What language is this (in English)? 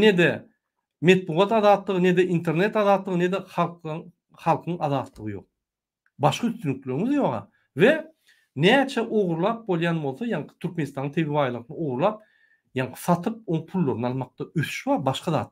Turkmen